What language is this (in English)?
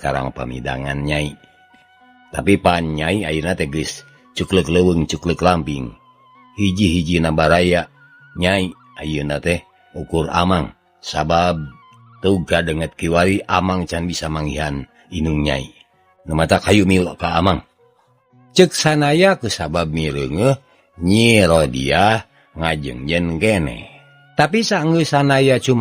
Sundanese